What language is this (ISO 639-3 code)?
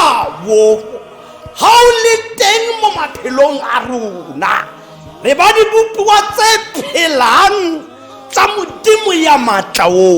tsn